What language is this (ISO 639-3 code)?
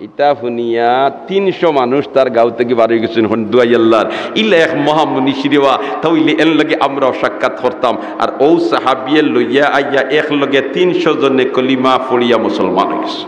syl